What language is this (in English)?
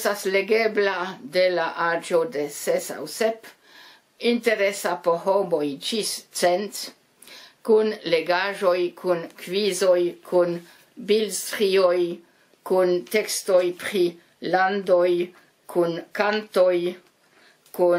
Esperanto